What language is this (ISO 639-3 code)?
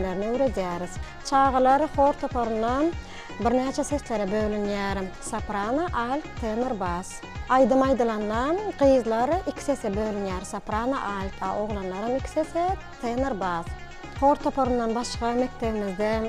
tuk